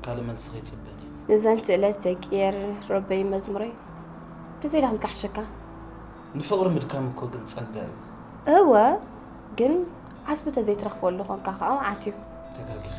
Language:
Tigrinya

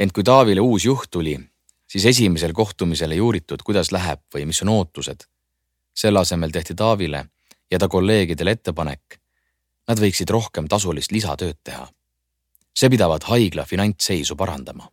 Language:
Estonian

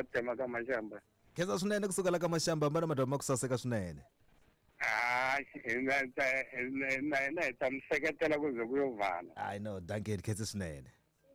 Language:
Tsonga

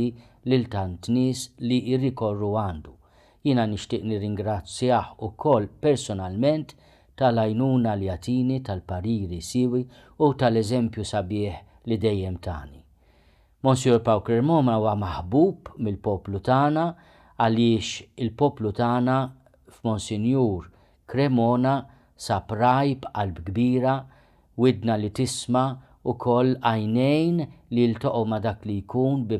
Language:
Maltese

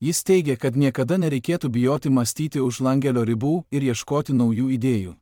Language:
Lithuanian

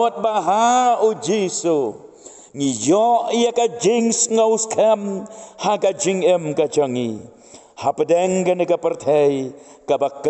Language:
Khasi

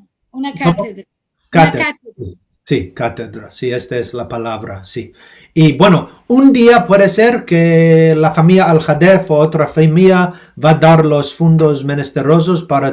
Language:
Ladino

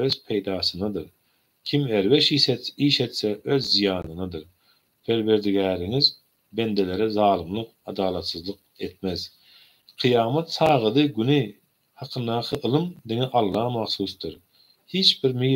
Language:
Turkmen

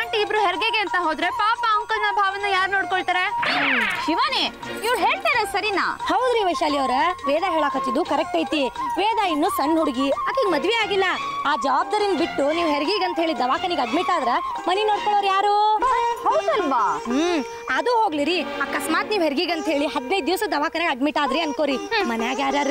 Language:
Kannada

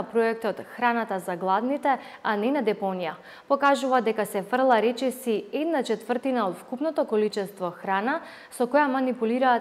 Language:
Macedonian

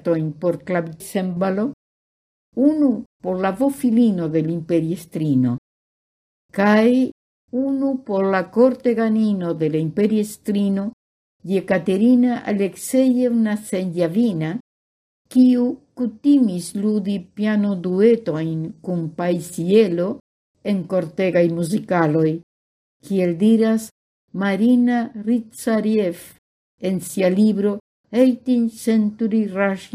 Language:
Esperanto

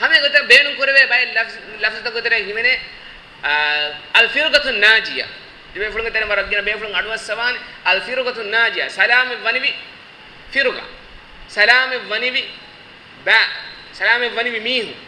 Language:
Divehi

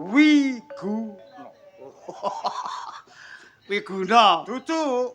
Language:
Javanese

